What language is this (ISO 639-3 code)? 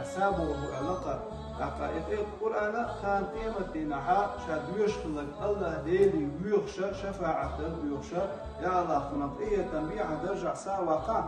che